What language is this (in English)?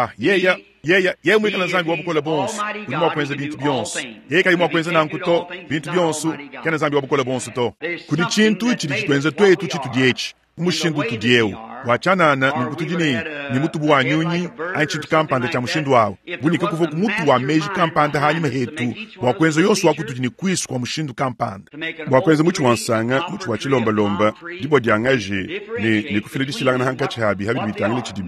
Luba-Lulua